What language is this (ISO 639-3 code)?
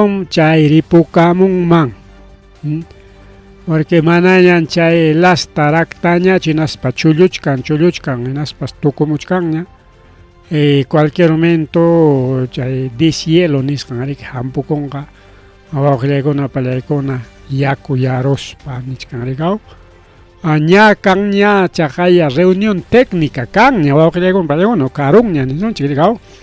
quy